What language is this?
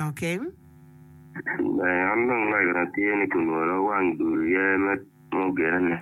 Acoli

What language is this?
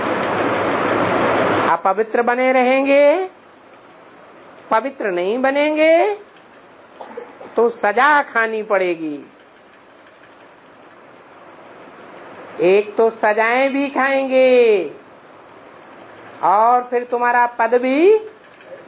Hindi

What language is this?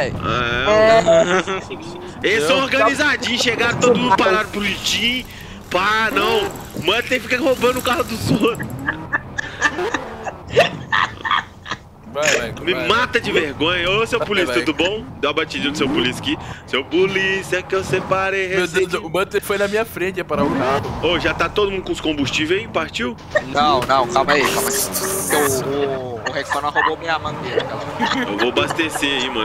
Portuguese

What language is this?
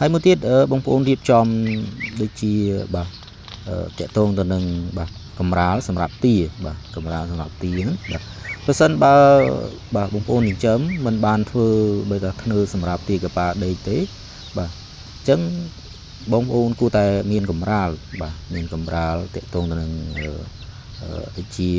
Khmer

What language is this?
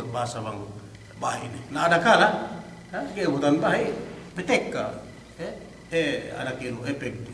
Yakan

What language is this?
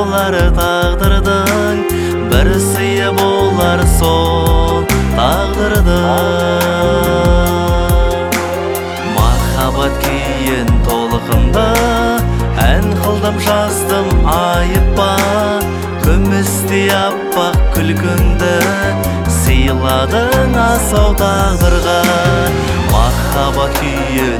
Kazakh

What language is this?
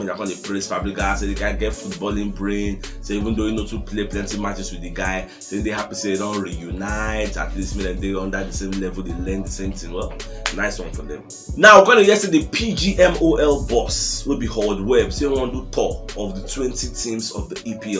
Nigerian Pidgin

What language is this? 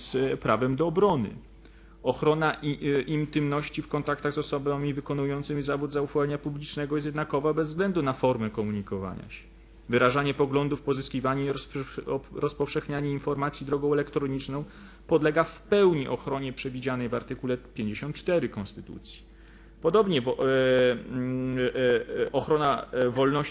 Polish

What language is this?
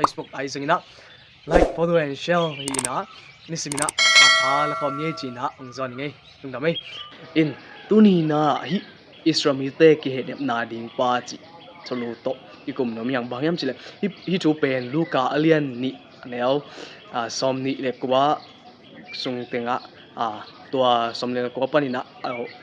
Tedim Chin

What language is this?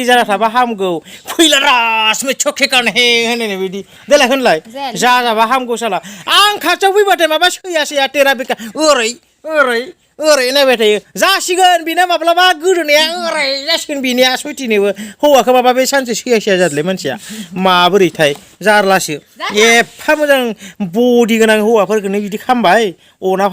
Bodo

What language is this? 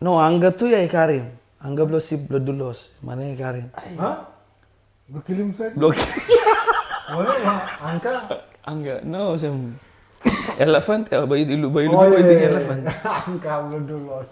Tok Pisin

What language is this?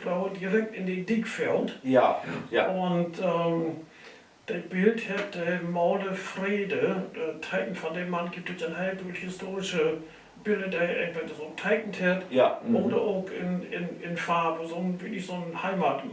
Low German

